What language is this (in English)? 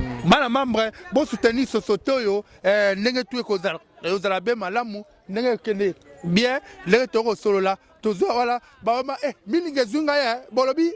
Lingala